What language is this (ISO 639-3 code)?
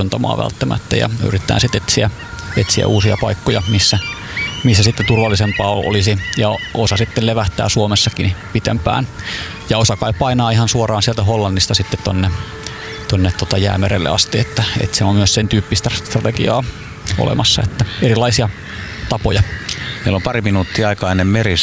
fin